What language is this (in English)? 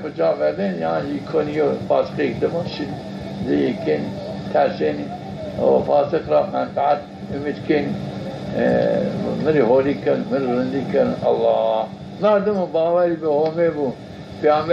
Zaza